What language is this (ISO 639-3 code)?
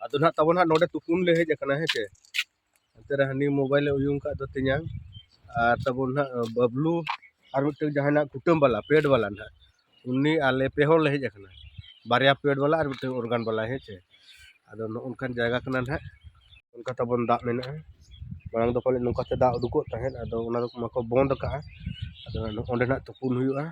sat